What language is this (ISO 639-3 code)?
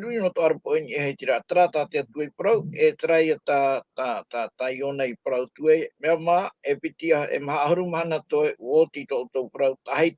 tah